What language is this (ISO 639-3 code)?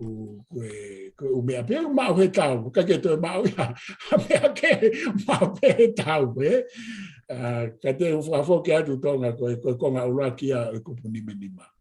ton